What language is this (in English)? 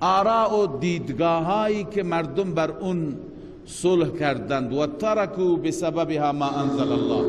Persian